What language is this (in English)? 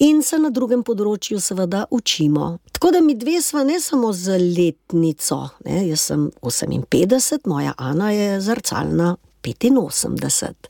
Slovenian